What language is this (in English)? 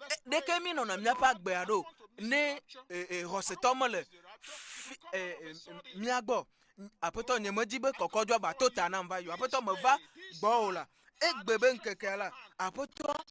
Ewe